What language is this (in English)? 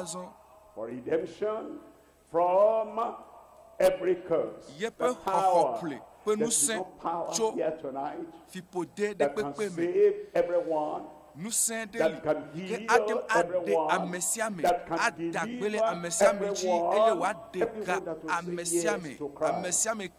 Ewe